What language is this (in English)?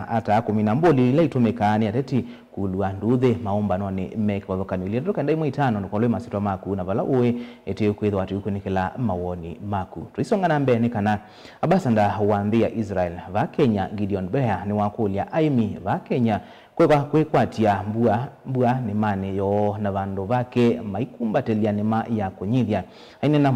Kamba